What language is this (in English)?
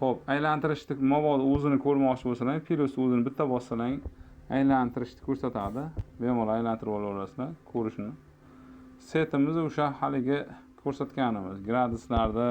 Uzbek